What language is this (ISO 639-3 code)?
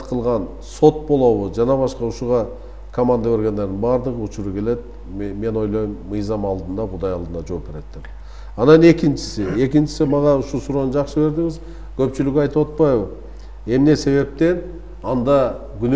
kir